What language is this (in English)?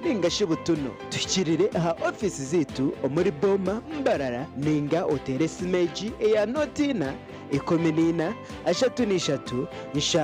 Nyankole